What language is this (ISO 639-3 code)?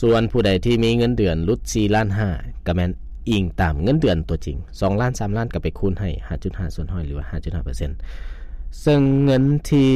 lao